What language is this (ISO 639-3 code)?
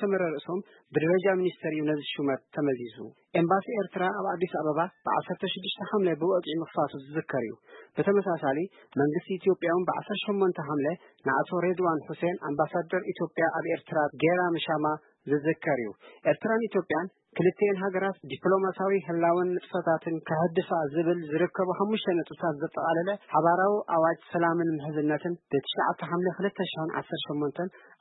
tir